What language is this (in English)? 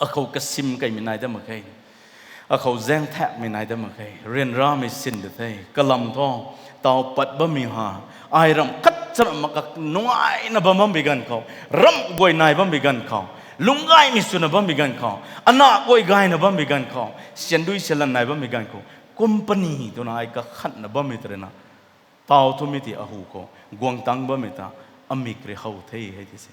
Rongmei Naga